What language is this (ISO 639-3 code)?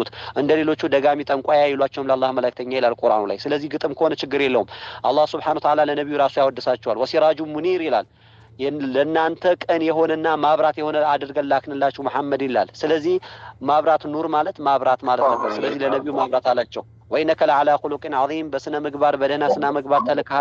amh